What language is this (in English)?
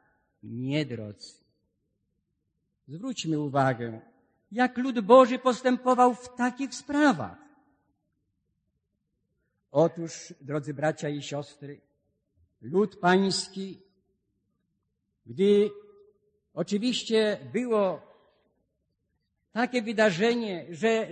Polish